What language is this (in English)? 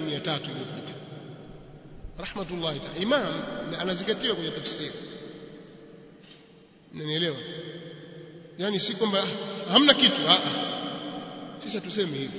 Swahili